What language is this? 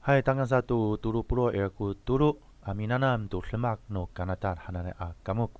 Amis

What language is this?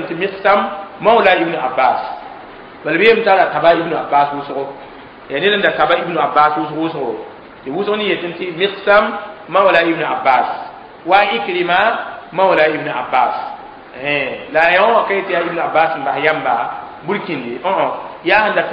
Mossi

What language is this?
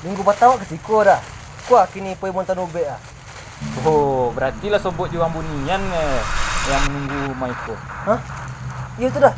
Minangkabau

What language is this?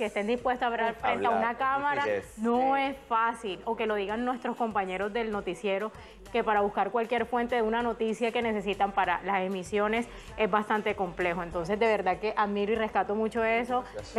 Spanish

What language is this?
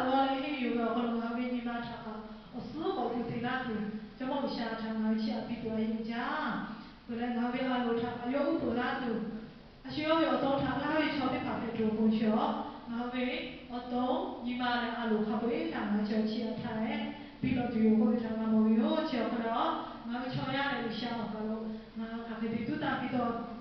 Lahu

